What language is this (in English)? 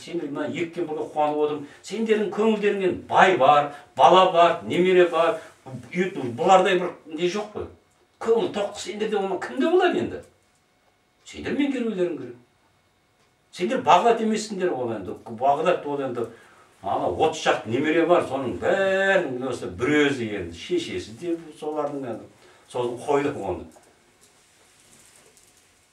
Kazakh